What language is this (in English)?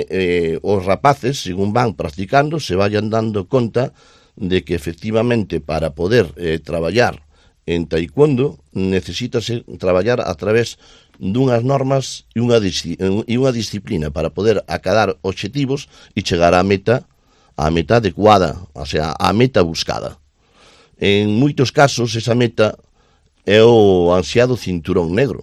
Galician